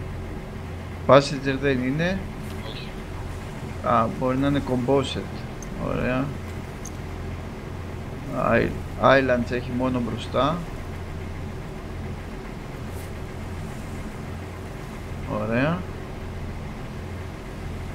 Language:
Greek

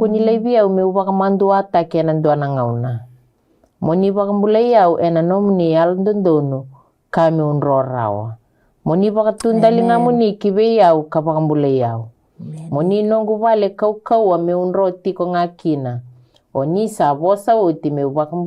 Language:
Fijian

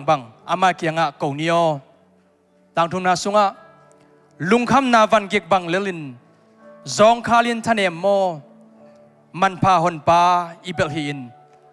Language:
Tedim Chin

